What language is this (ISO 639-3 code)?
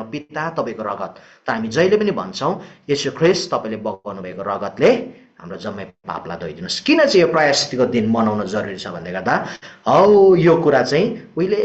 nep